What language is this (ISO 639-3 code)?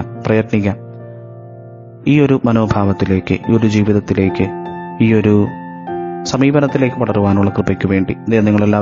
mal